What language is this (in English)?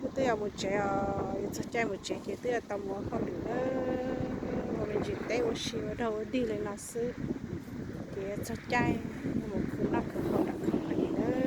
Hmong